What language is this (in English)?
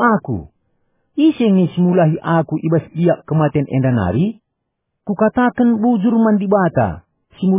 Batak Karo